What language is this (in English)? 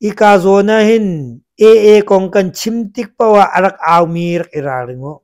Hakha Chin